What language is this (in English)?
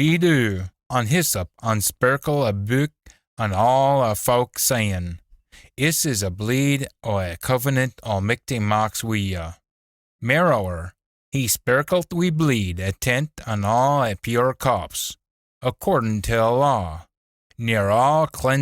Scots